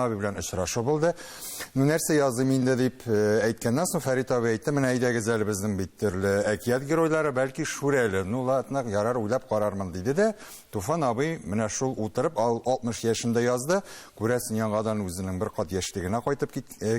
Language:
Tatar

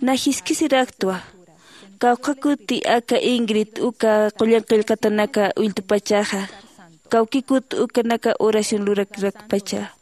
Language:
Aymara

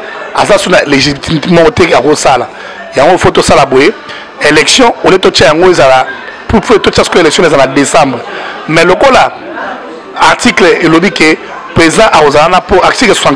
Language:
Lingala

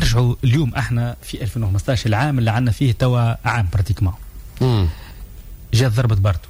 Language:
Tunisian Arabic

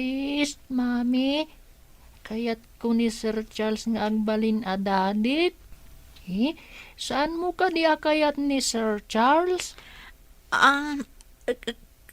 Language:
Iloko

